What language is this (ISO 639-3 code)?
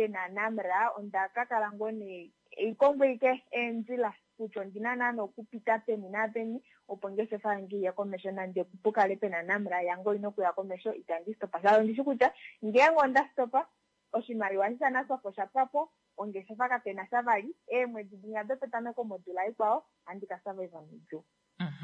kua